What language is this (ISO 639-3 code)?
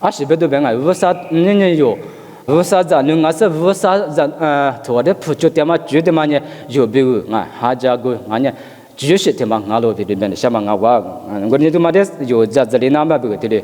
lis